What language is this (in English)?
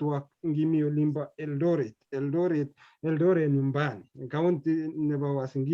Kalenjin